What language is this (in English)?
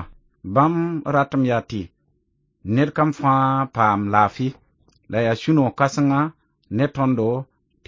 Mossi